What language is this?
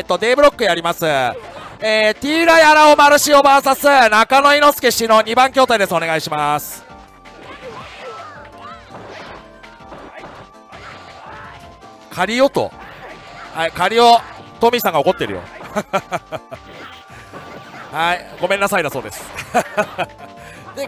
Japanese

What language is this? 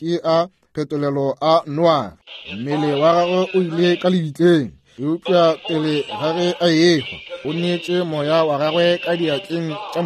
Northern Sotho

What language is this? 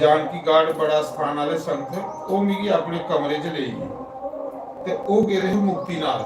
Dogri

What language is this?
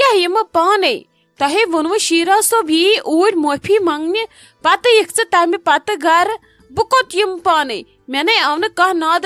Kashmiri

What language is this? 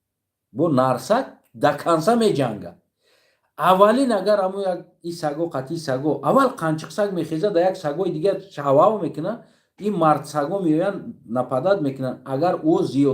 Tajik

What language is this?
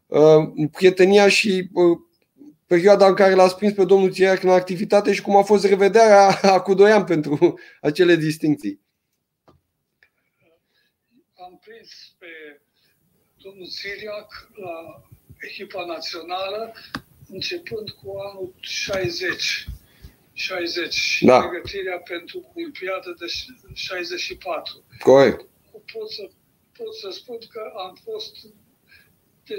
Romanian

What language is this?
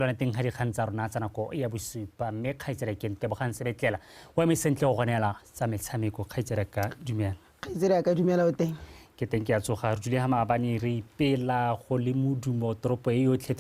Tswana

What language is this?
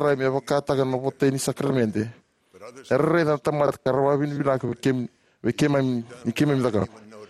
Fijian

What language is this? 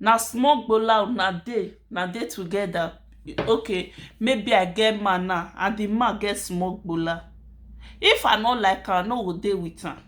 Nigerian Pidgin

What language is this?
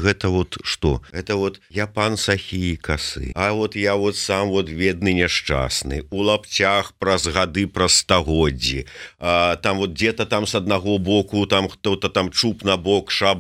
Belarusian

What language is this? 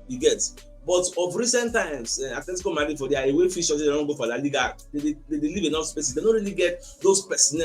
Nigerian Pidgin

